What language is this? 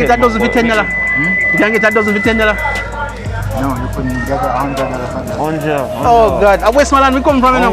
Jamaican Creole English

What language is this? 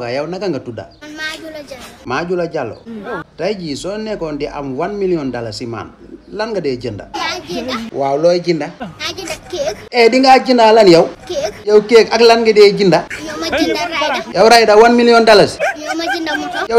Wolof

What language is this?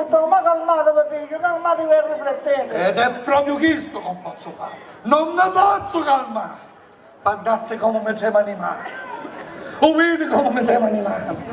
Sicilian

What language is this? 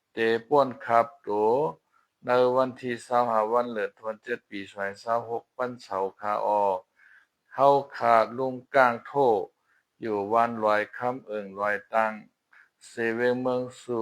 Shan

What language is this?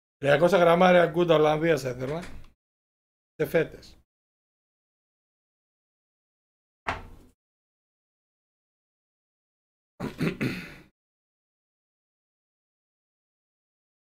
Greek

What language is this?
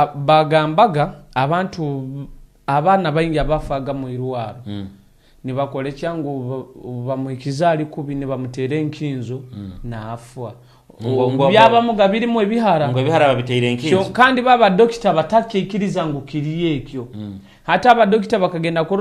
Nyoro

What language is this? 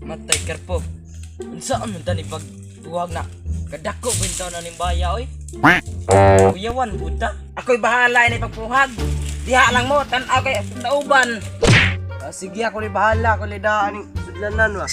Cebuano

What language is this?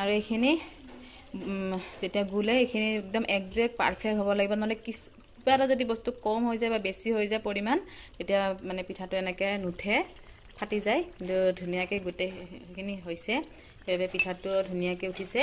Assamese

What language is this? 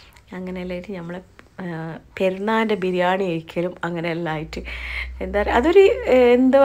Malayalam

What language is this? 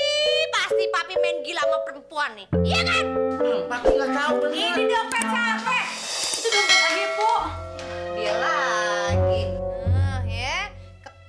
Betawi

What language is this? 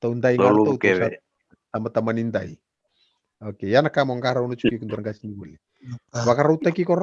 Fijian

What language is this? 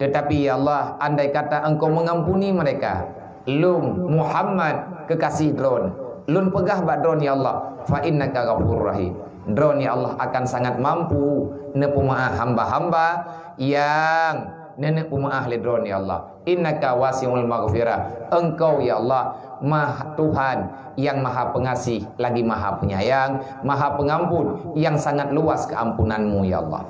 Achinese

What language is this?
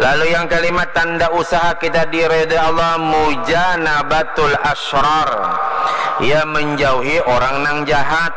Banjar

